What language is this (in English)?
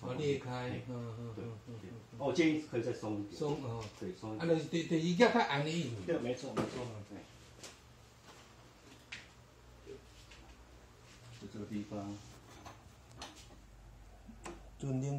Chinese